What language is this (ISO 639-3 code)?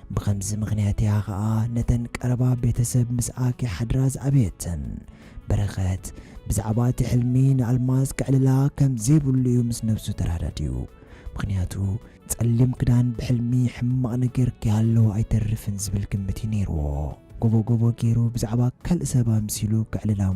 tir